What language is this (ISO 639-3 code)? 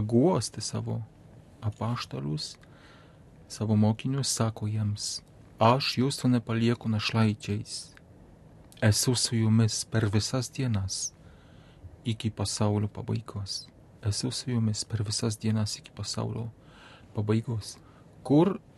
lit